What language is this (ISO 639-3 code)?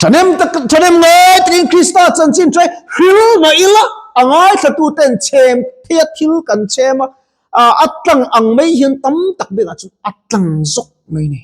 lus